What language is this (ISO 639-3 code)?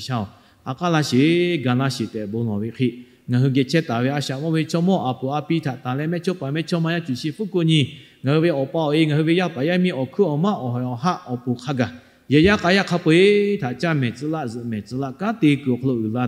lhu